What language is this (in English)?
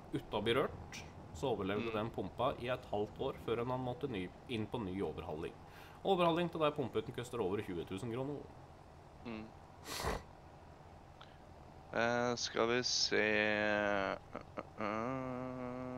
Norwegian